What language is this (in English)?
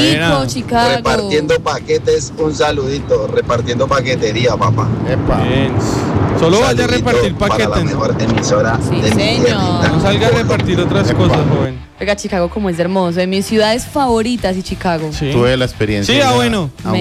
Spanish